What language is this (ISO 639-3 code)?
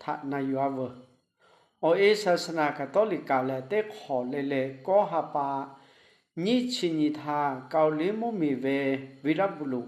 lhu